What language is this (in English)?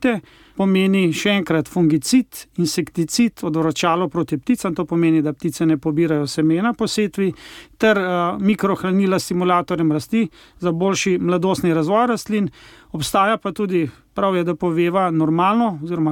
Slovenian